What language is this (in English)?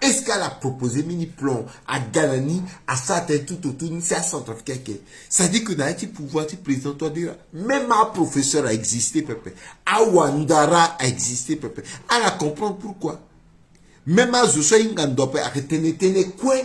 Sango